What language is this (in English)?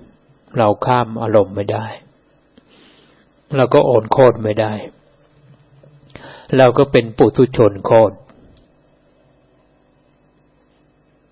Thai